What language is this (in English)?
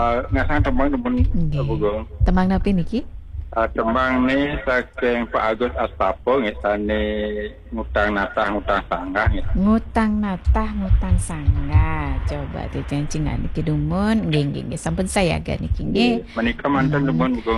Balinese